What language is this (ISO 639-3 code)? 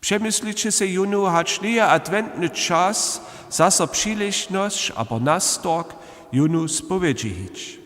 hsb